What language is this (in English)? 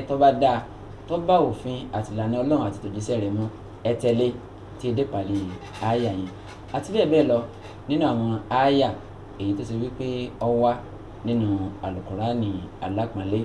Yoruba